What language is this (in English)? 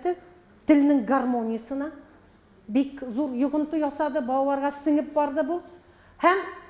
Tatar